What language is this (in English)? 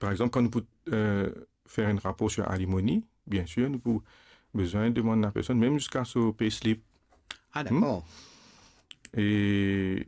Morisyen